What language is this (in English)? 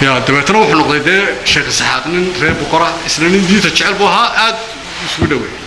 Somali